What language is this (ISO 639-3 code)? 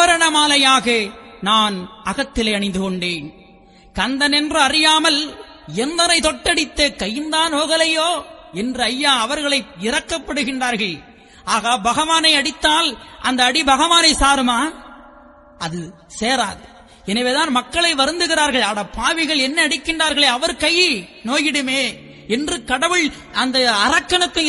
tam